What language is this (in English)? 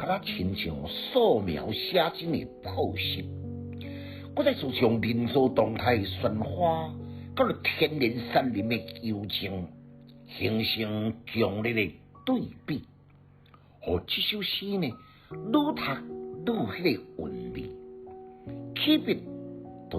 Min Nan Chinese